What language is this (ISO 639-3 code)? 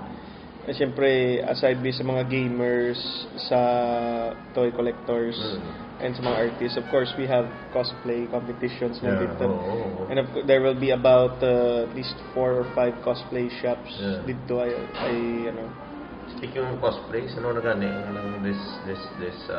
hil